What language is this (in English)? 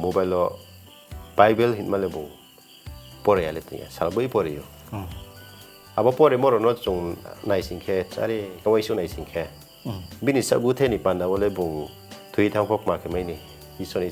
Riang (India)